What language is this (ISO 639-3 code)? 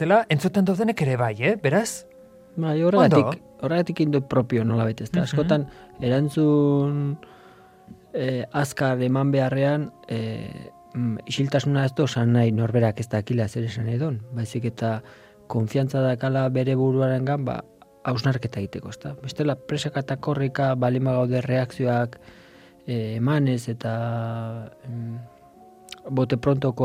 eus